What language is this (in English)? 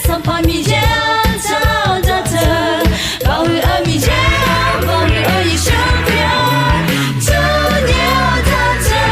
Akha